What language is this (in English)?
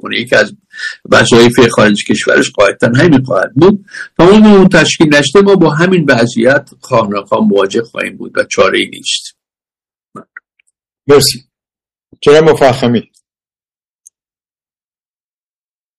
Persian